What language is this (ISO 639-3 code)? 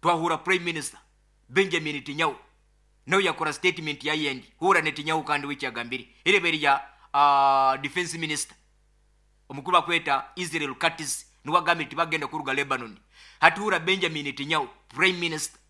nyo